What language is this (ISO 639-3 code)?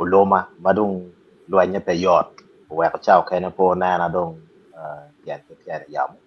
ach